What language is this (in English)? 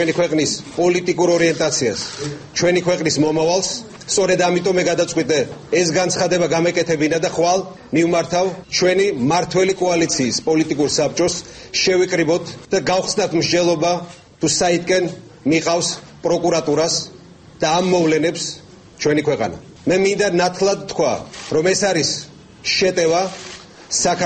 Georgian